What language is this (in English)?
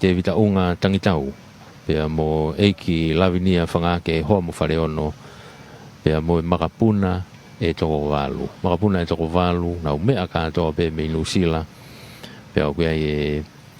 Tongan